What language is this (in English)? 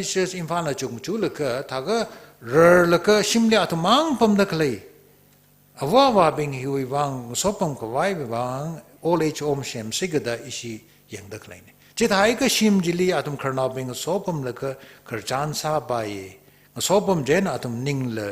Tangkhul Naga (India)